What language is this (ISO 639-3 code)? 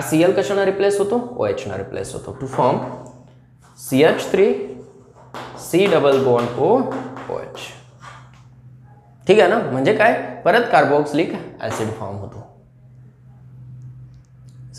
mar